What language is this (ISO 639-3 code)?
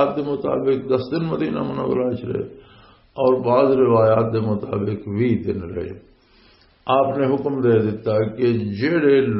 lah